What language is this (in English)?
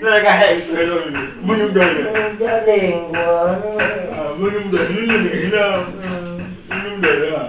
Achinese